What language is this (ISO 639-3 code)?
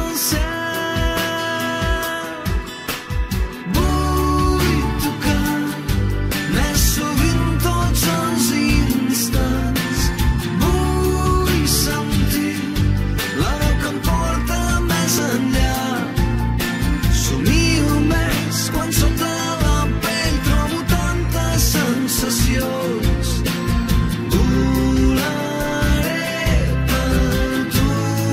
cat